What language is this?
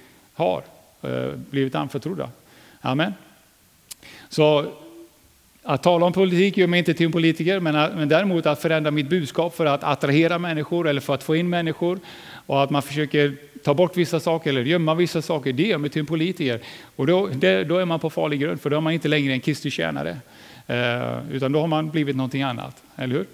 Swedish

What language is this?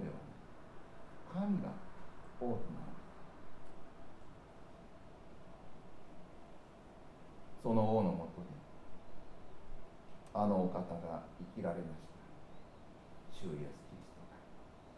Japanese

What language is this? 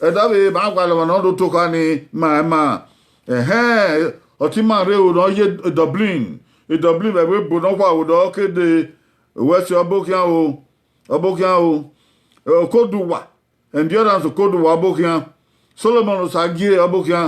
Bini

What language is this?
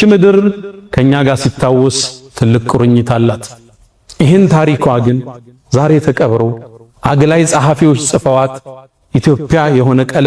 Amharic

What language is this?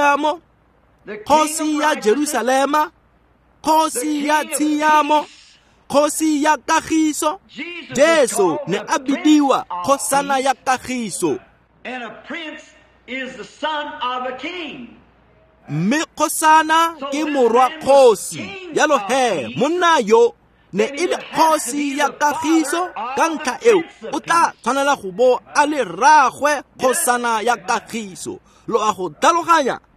Tswana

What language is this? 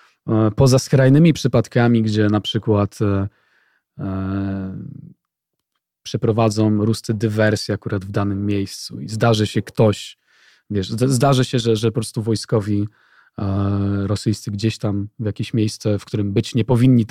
Polish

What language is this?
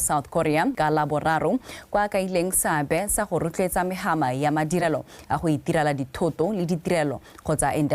Tswana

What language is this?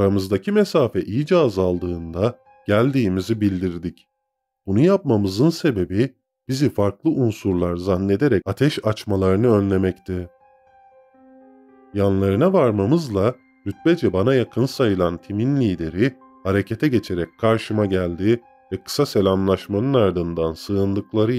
Turkish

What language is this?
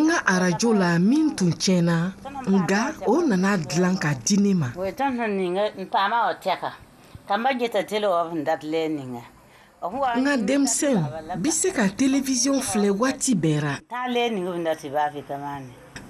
Bambara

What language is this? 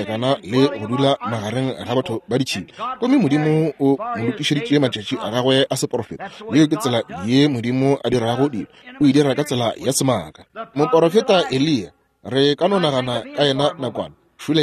Northern Sotho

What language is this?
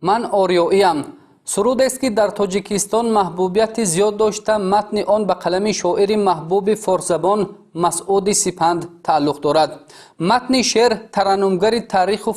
Tajik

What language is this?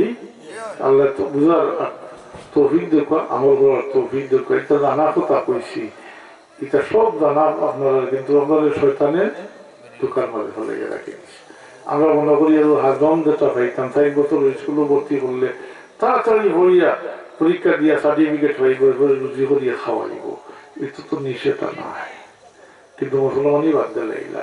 Sylheti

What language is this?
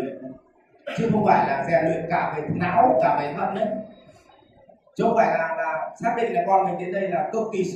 Vietnamese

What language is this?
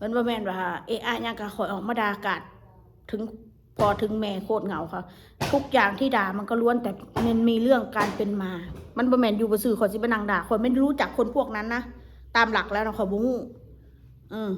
Northeastern Thai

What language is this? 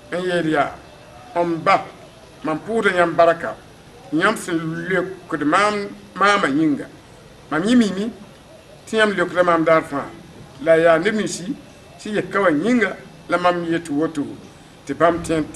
Mossi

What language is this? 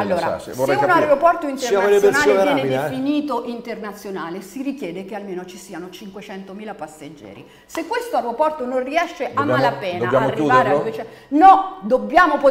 Italian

